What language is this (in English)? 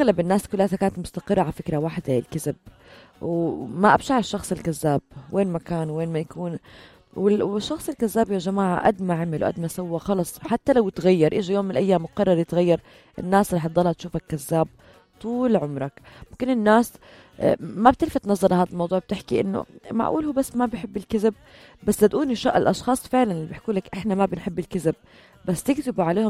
North Levantine Arabic